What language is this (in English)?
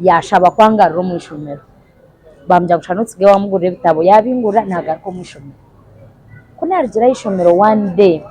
Nyankole